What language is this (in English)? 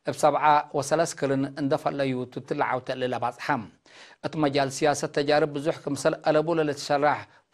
Tigre